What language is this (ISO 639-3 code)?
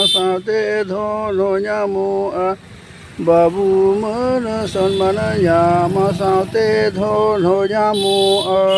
sat